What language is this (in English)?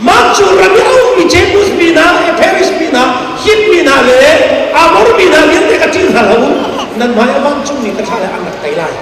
Hakha Chin